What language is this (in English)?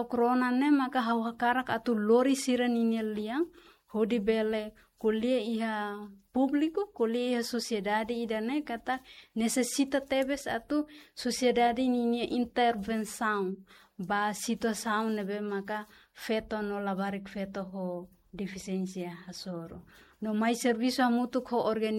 Tetum